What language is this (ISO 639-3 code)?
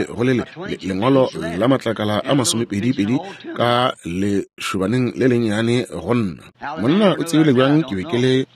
nso